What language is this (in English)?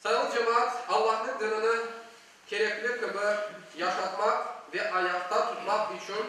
Crimean Tatar